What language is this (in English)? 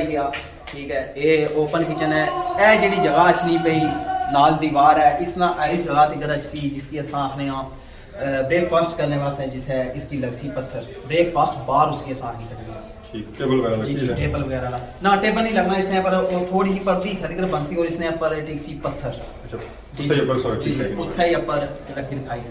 Pahari-Potwari